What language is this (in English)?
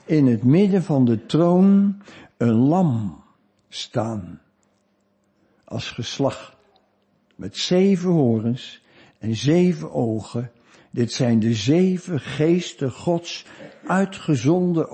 Dutch